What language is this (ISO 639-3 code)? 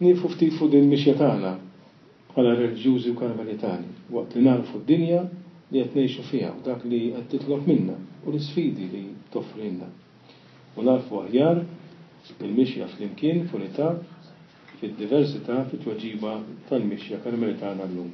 mlt